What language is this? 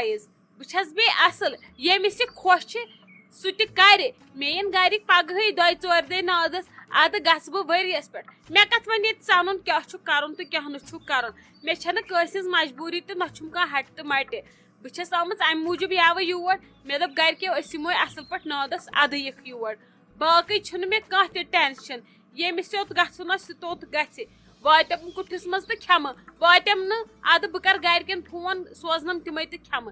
Kashmiri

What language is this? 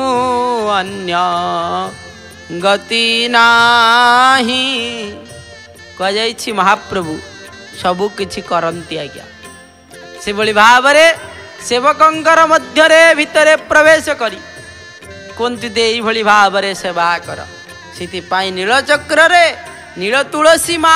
Odia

